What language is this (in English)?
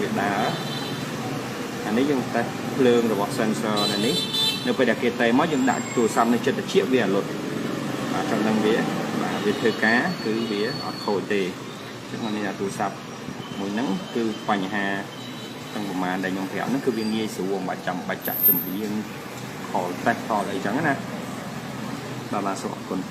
Khmer